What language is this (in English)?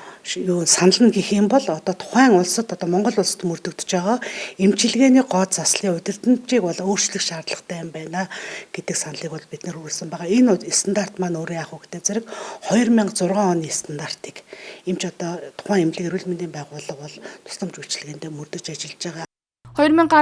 Mongolian